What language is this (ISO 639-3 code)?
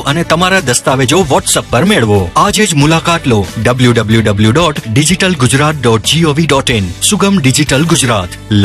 guj